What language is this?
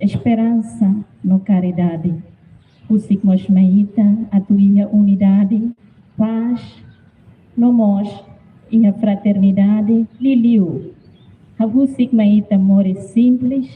Tetum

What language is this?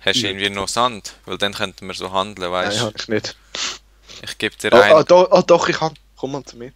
Swiss German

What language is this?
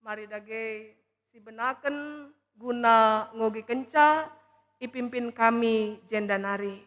Batak Karo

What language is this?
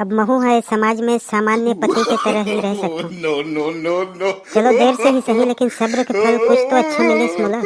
Chhattisgarhi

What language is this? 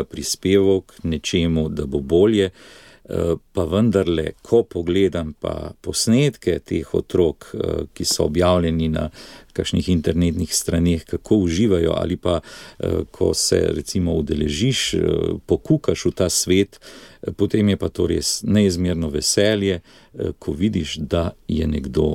Slovenian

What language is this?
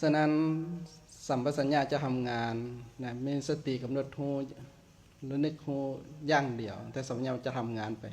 Lao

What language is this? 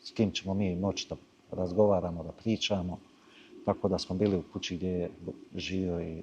Bosnian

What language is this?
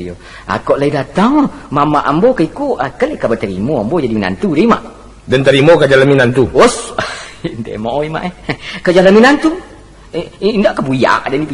Minangkabau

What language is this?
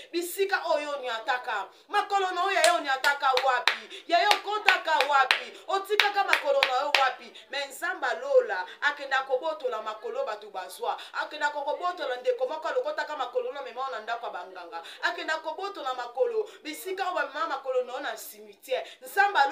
Lingala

